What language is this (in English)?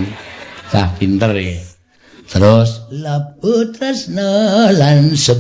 Javanese